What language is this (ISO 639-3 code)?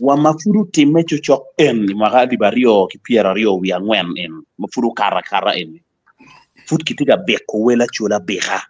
ach